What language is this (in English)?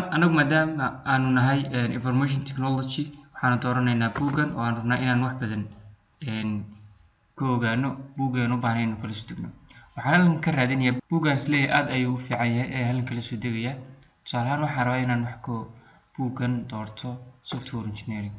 Somali